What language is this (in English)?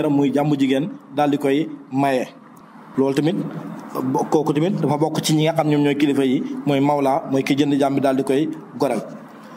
Wolof